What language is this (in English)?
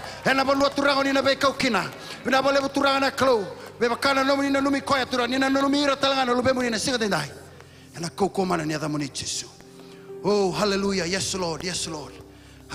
Fijian